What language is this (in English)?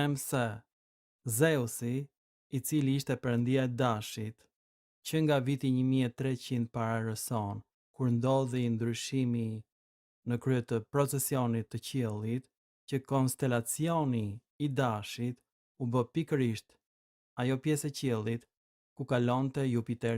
Albanian